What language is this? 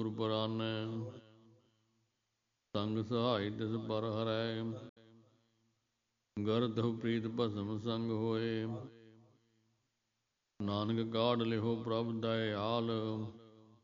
Punjabi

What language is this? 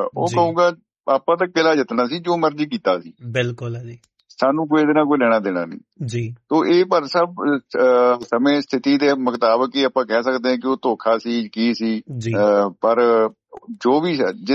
Punjabi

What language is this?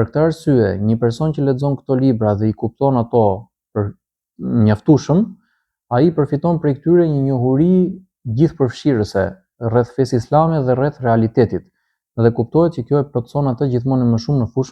Albanian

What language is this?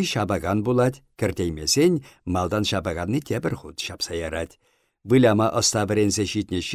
Chuvash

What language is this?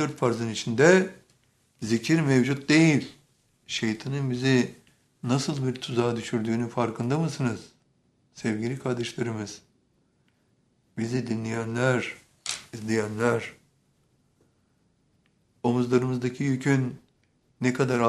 Turkish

